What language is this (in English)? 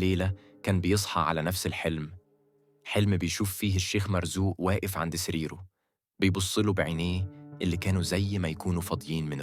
Egyptian Arabic